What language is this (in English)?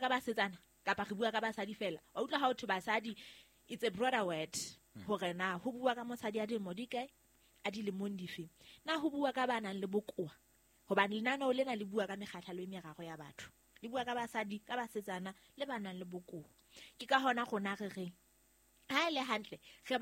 Southern Sotho